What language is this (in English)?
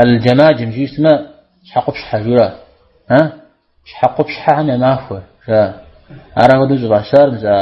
Kabardian